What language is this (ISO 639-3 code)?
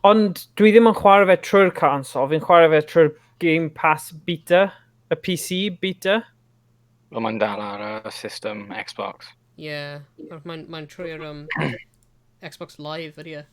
cym